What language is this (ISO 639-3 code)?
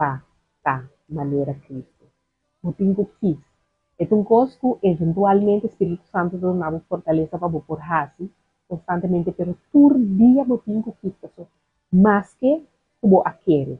pap